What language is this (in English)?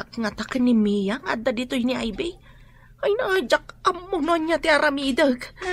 Iloko